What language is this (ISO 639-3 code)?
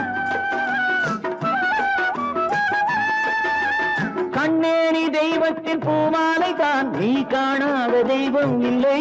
tam